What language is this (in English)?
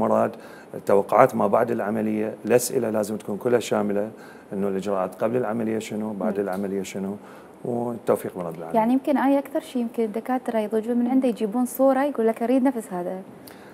Mesopotamian Arabic